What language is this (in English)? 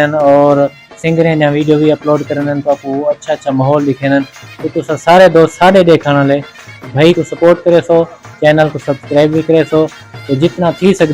Saraiki